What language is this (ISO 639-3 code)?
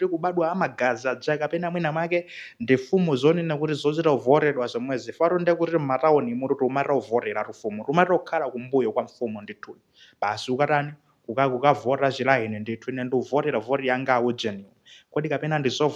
nya